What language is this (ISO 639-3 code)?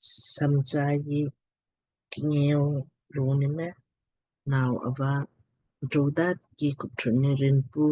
lmk